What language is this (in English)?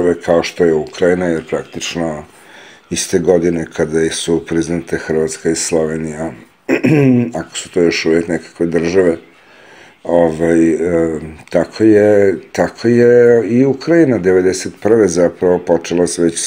Serbian